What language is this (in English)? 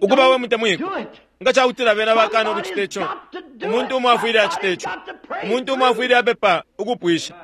Bemba